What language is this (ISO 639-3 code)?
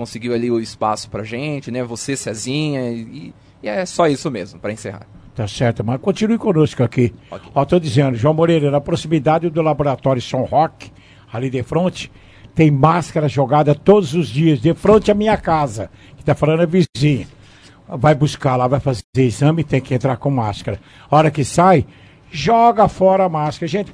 por